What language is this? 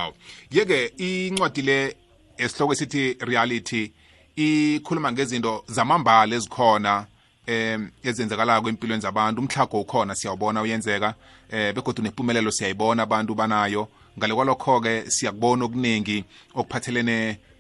South Ndebele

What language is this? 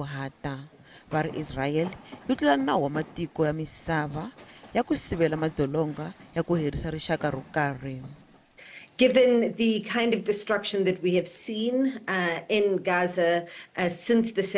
Tsonga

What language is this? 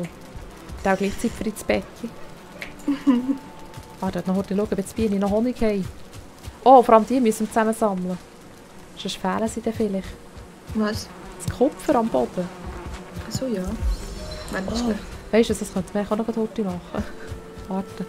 Swiss German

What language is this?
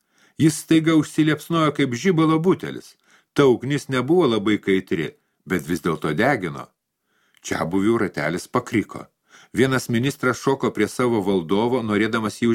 Lithuanian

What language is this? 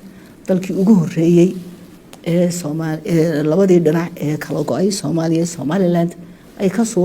Somali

